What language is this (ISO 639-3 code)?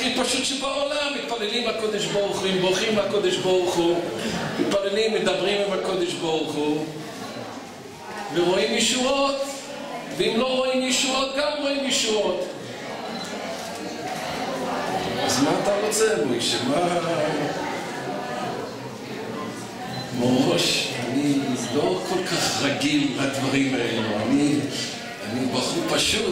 heb